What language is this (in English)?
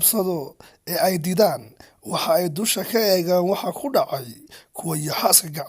Somali